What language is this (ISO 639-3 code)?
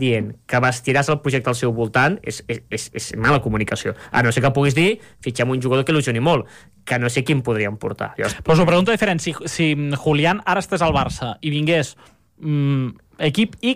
cat